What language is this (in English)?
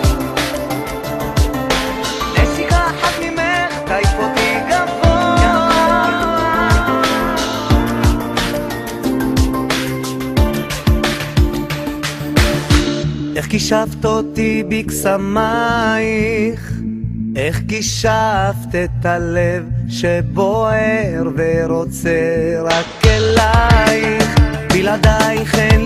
Hebrew